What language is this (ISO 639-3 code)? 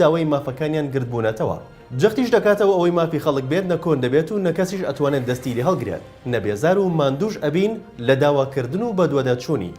ckb